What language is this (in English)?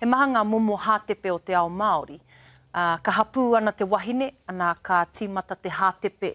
Māori